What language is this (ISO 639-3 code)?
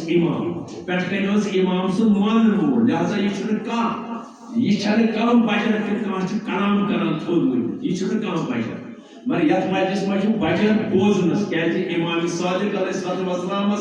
kas